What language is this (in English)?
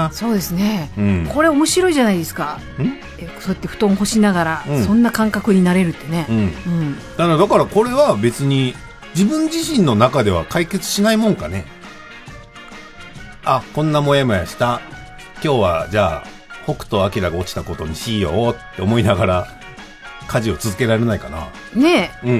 Japanese